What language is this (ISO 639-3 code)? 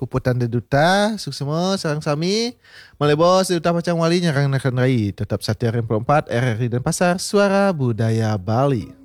ban